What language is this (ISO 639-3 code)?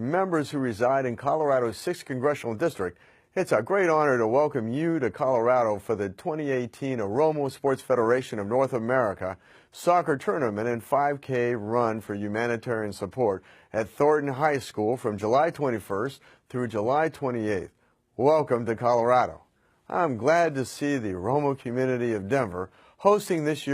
eng